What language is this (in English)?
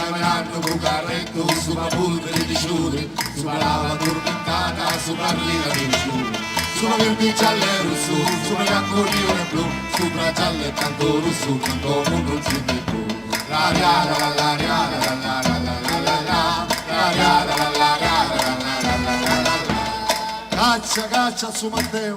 Sicilian